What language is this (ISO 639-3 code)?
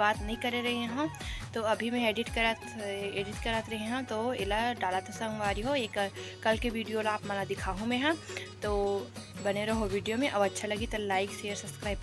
hne